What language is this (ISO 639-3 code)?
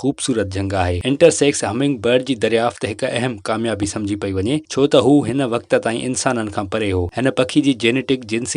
snd